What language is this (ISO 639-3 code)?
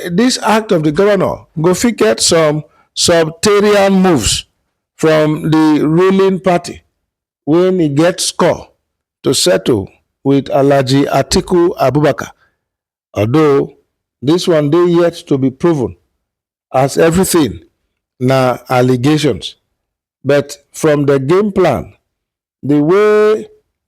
pcm